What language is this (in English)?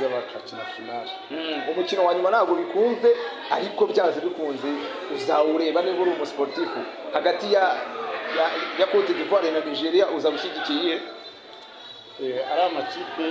Kinyarwanda